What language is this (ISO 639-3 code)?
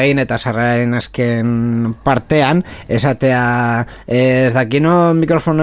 eus